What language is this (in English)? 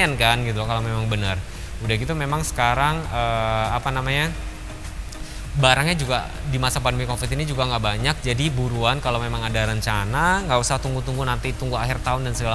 Indonesian